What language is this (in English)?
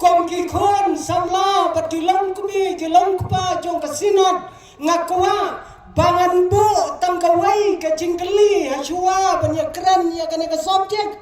Khasi